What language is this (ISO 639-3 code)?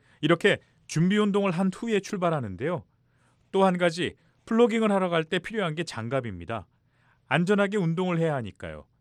kor